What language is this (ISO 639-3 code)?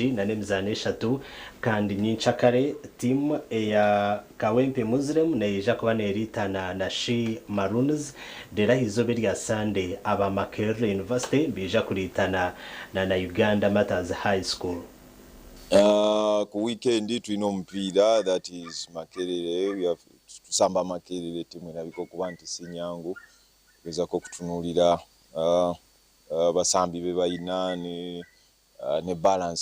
nyn